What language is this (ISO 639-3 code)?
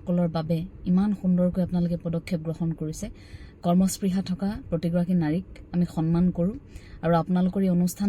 asm